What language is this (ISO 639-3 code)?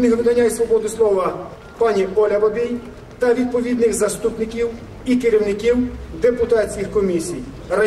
ukr